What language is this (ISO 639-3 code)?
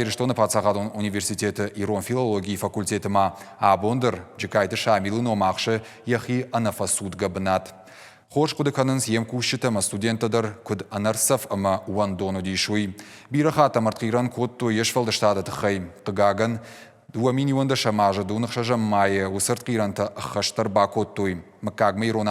oss